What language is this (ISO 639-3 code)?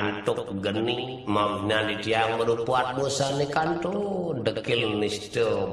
ban